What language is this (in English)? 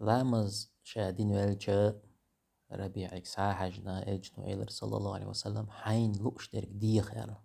Chechen